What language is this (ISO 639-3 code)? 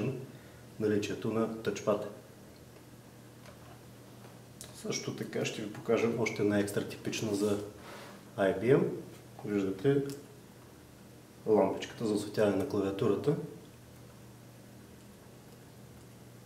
bul